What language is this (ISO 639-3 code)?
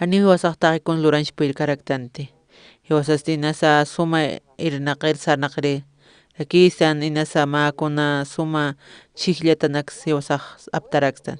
aym